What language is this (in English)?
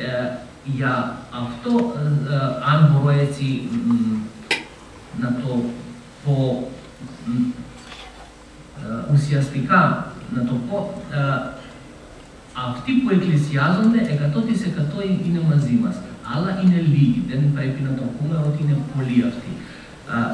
Greek